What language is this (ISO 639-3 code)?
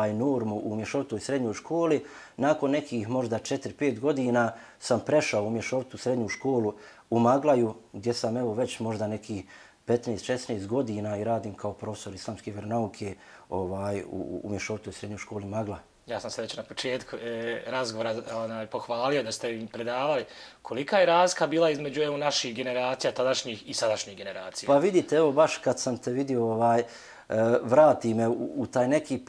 bos